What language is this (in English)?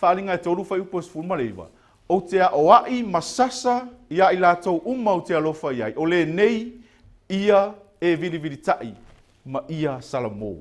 Samoan